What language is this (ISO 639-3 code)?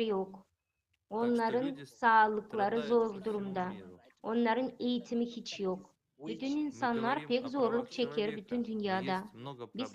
gag